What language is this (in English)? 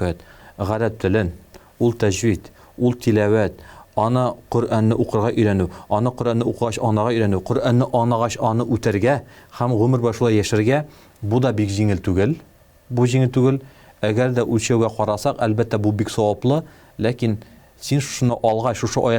Tatar